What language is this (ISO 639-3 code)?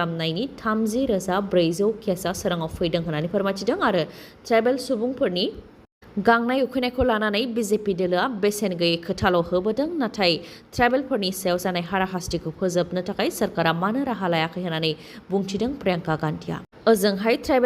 brx